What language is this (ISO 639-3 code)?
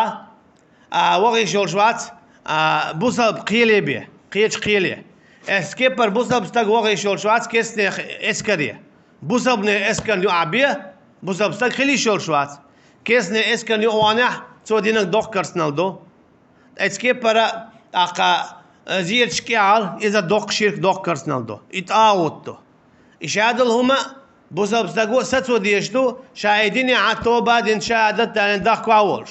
che